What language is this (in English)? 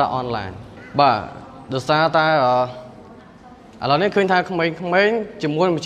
Khmer